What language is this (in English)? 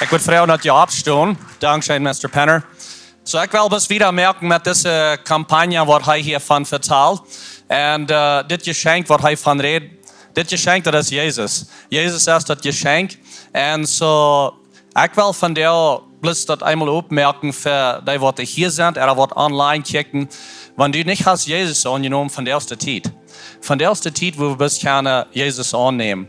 Plautdietsch